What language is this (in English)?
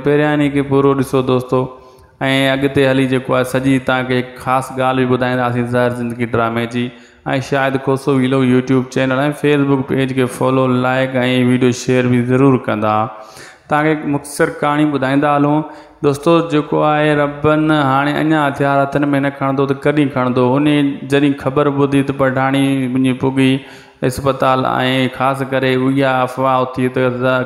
Sindhi